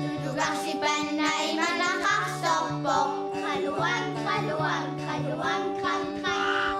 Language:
Kalaallisut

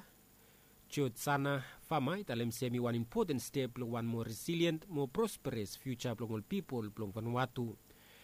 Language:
Bislama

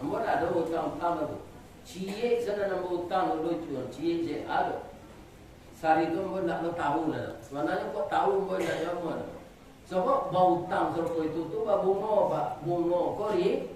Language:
Minangkabau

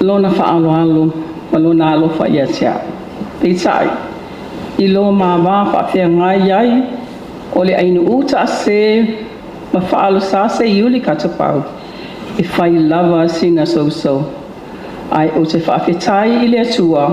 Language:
Samoan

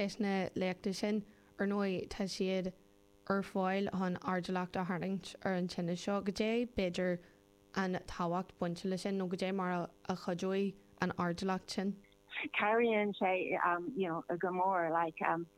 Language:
Irish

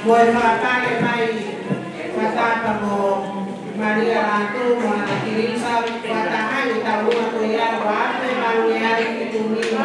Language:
Tongan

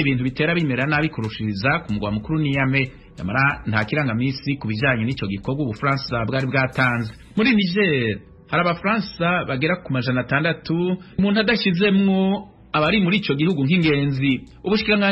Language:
Rundi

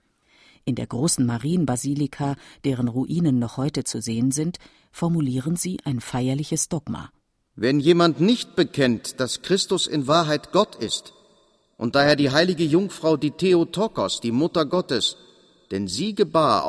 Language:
German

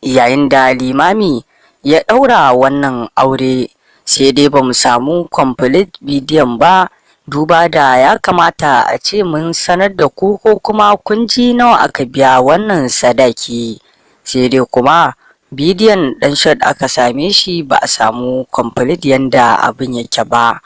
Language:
Hausa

